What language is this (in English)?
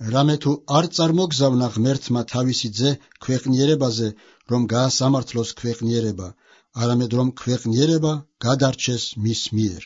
Georgian